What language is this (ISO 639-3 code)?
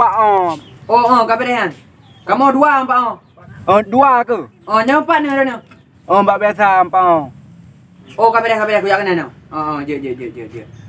ace